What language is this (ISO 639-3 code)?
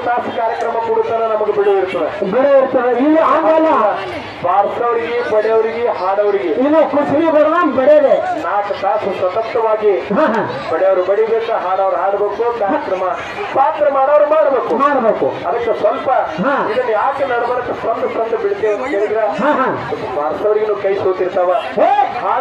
kan